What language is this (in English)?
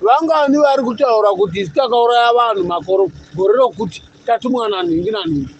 Shona